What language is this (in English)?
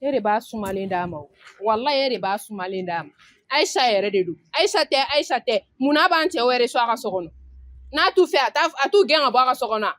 Bambara